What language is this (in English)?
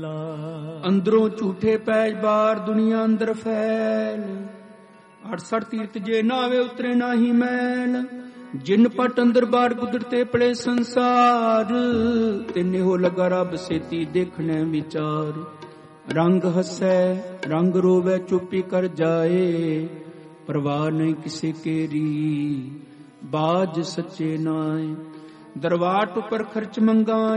Punjabi